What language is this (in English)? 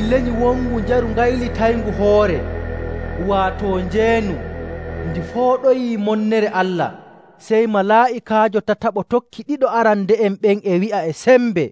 Nigerian Fulfulde